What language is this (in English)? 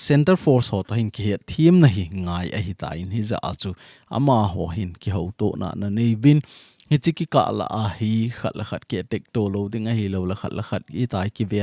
Thado Chin